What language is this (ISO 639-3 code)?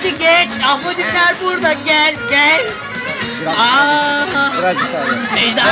tur